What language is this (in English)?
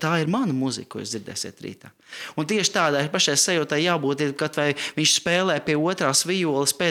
Latvian